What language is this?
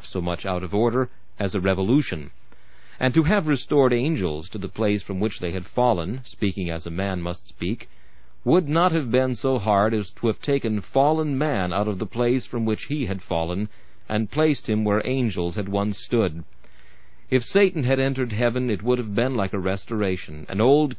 English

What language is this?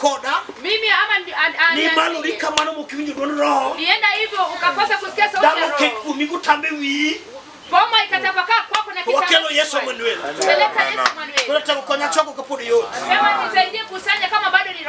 Luo (Kenya and Tanzania)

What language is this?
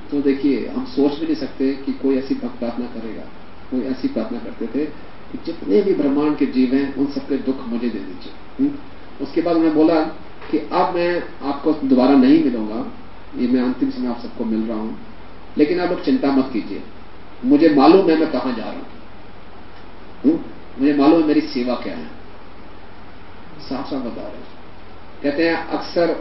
Hindi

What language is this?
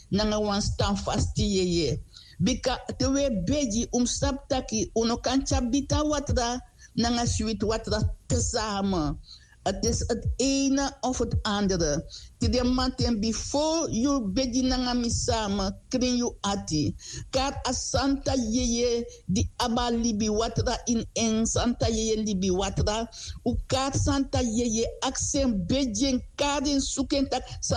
Sranan Tongo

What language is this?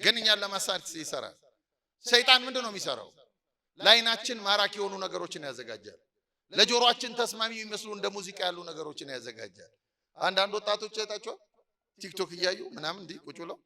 Amharic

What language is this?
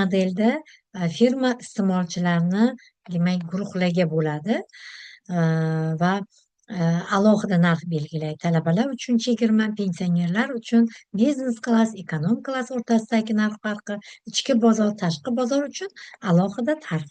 Uzbek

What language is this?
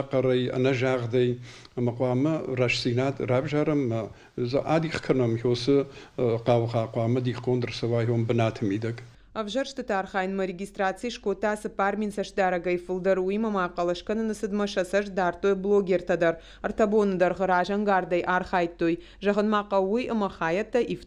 Ossetic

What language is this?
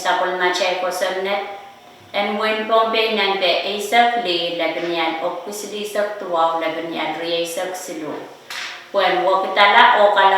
Pohnpeian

